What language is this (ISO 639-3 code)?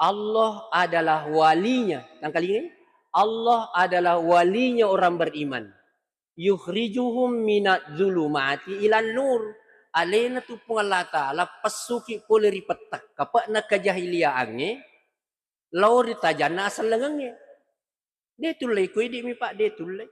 bug